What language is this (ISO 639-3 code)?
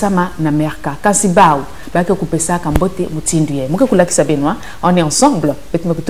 mkw